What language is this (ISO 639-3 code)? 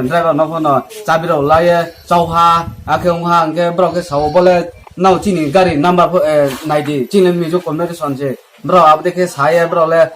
ria